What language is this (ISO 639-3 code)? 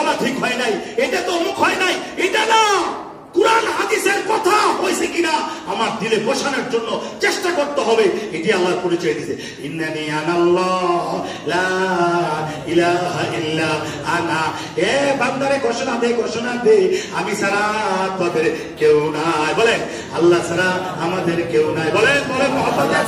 ben